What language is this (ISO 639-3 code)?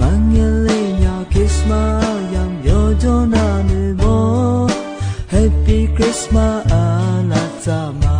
ahk